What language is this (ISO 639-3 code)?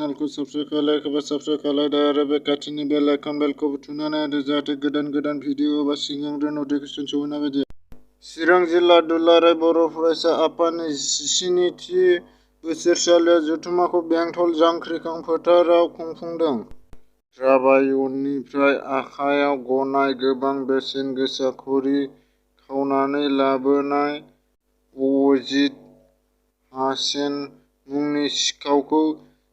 brx